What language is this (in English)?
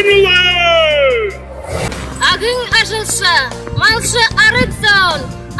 Buriat